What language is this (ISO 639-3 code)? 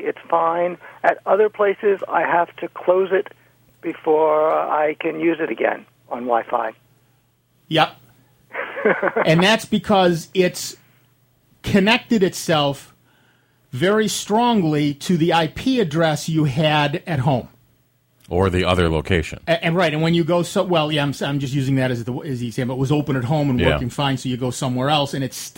eng